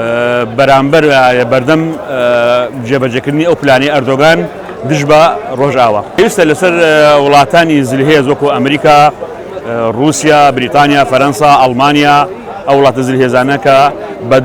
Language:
Central Kurdish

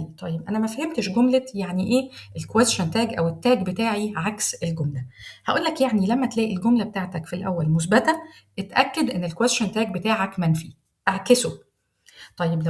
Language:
Egyptian Arabic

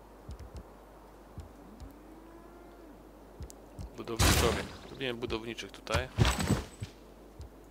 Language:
Polish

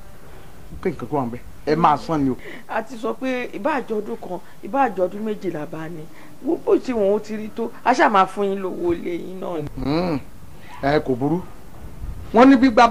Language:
Yoruba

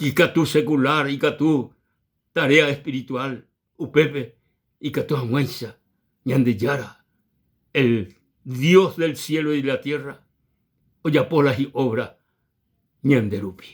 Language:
Guarani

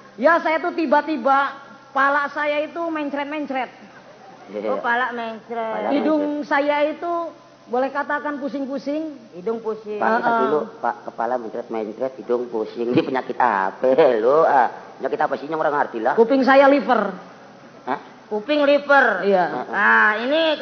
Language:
Indonesian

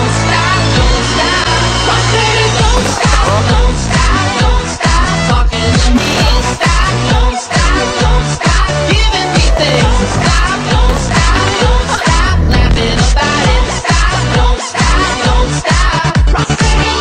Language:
English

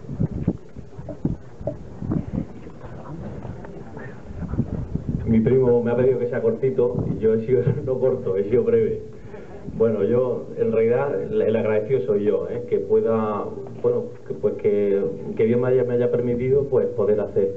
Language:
Spanish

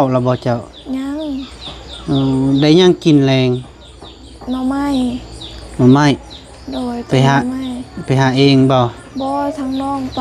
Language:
Lao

